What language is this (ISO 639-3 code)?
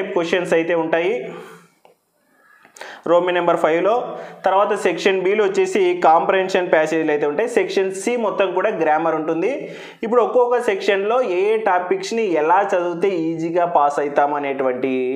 tel